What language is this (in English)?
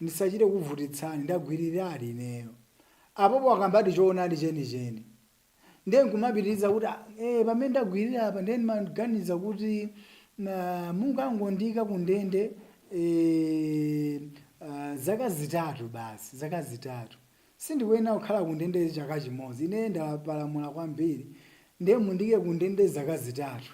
Nyanja